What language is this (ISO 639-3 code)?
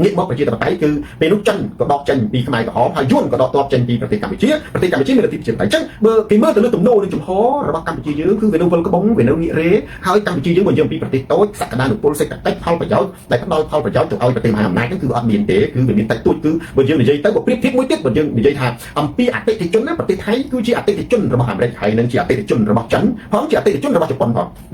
khm